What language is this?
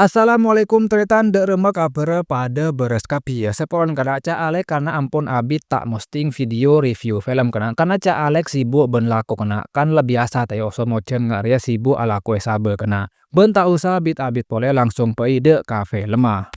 Madurese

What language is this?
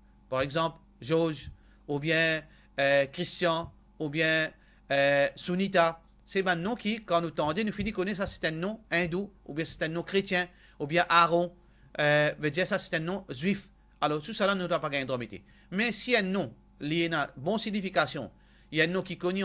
Morisyen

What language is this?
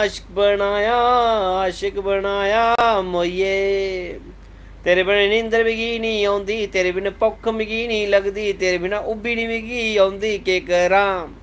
Dogri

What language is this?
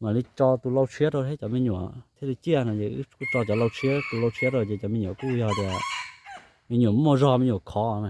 Hmong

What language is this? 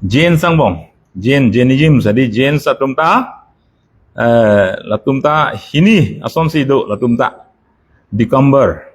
Karbi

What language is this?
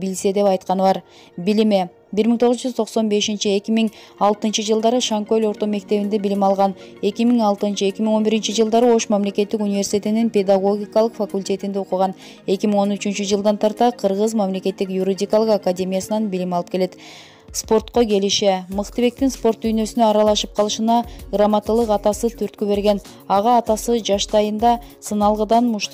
Kyrgyz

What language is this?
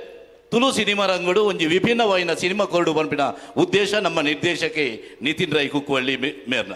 Tulu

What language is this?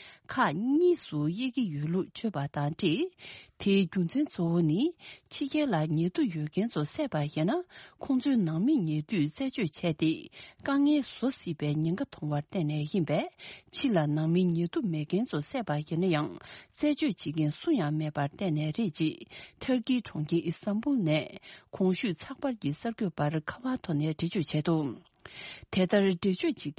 Tibetan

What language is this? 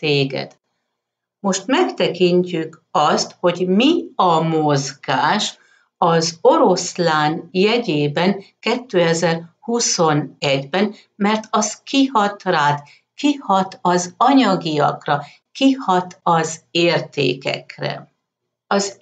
Hungarian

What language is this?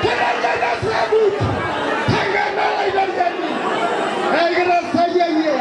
Masai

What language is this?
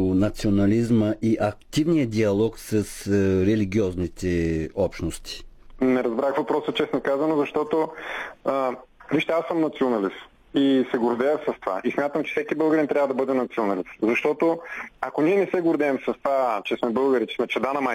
Bulgarian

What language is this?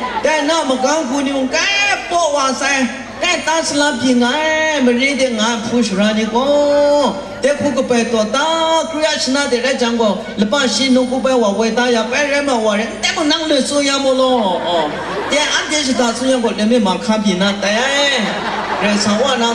Kachin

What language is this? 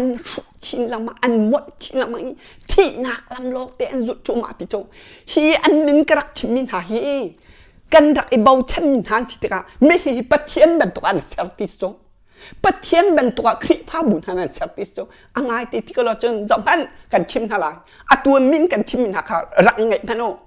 Hakha Chin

